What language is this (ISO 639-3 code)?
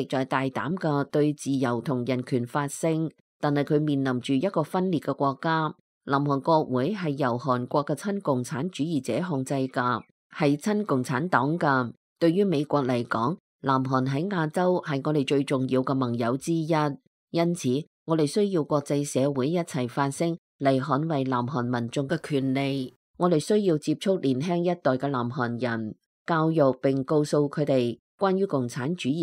yue